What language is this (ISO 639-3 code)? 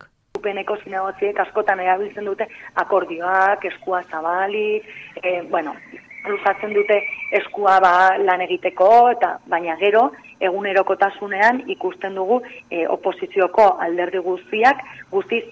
eus